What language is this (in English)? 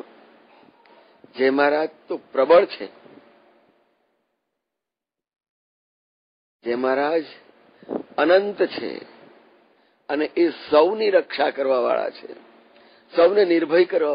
Gujarati